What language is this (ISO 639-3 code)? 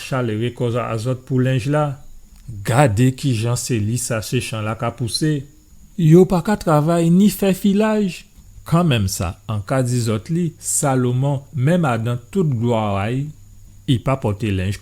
gcf